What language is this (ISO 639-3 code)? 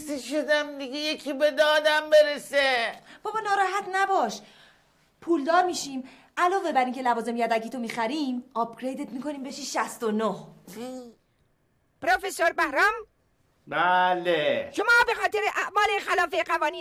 fas